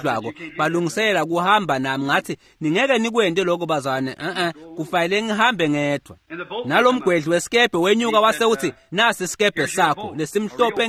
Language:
Swati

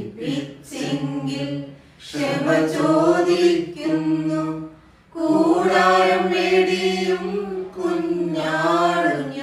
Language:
Malayalam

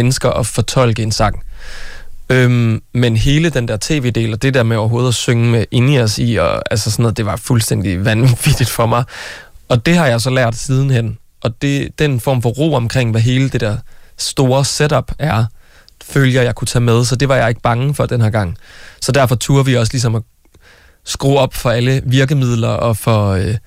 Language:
Danish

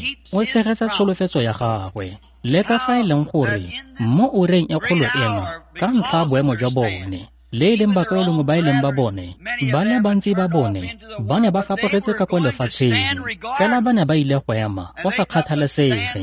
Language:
Tswana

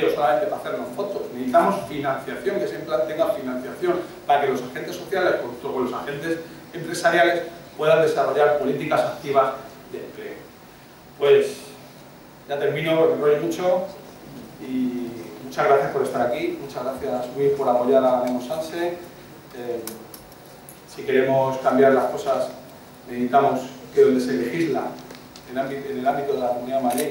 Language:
Spanish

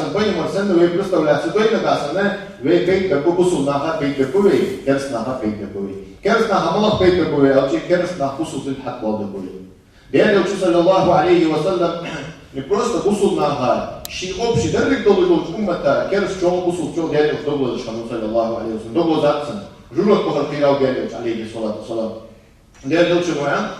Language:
Ingush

